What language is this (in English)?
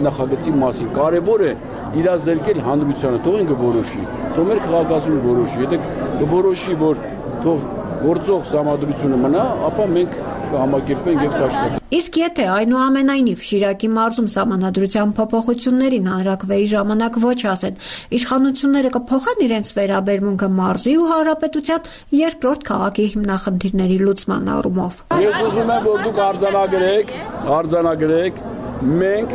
Armenian